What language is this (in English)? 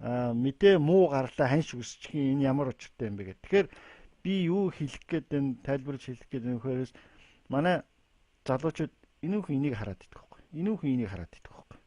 Mongolian